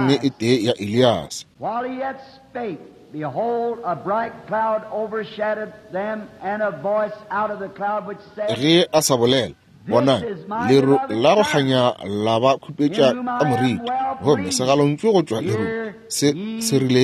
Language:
Northern Sotho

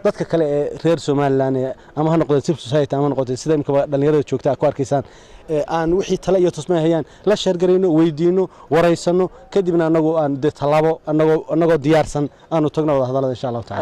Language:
Somali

